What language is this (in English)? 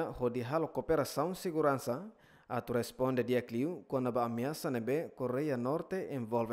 Tetum